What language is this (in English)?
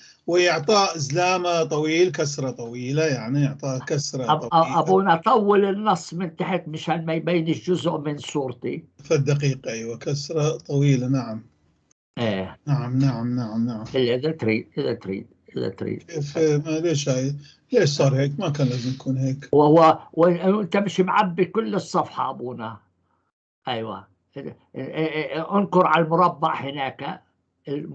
North Levantine Arabic